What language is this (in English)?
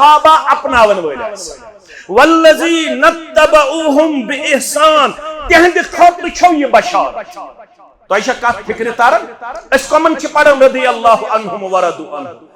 Kashmiri